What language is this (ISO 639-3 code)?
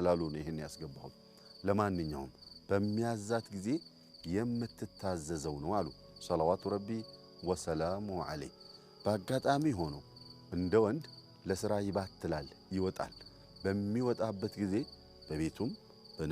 amh